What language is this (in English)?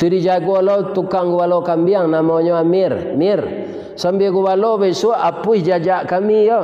Minangkabau